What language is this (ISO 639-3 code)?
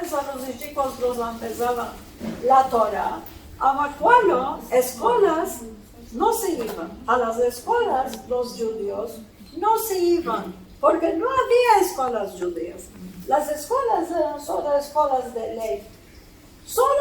lad